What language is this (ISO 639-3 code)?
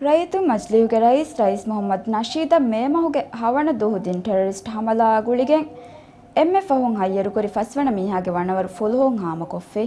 div